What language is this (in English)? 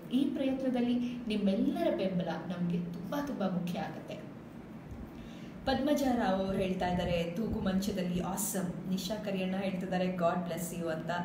Kannada